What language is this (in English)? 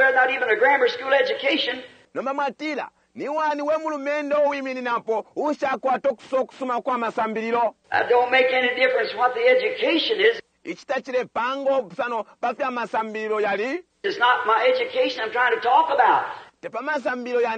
Bemba